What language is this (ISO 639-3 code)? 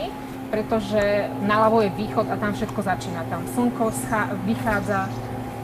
slk